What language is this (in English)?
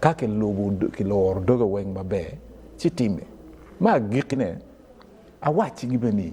Acoli